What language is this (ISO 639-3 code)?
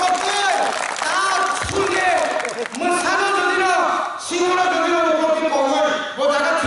trp